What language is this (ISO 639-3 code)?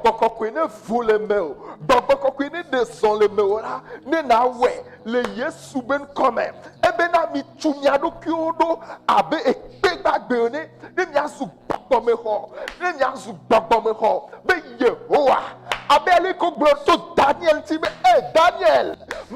ewe